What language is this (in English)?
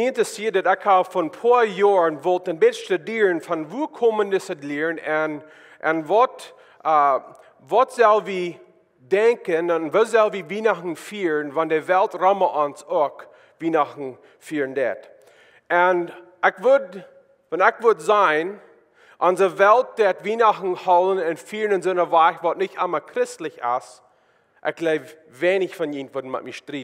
Plautdietsch